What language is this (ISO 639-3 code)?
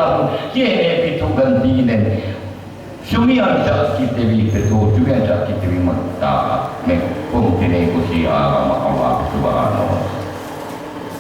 yka